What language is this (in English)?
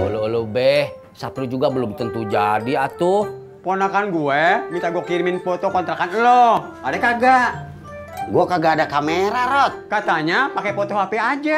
Betawi